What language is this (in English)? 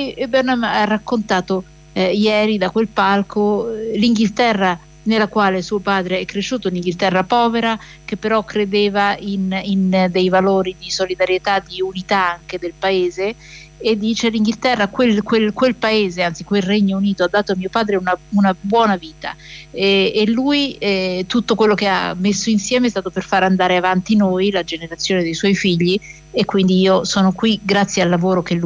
Italian